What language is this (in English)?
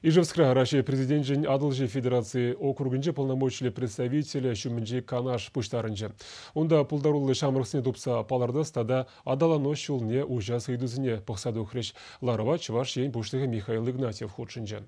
Chuvash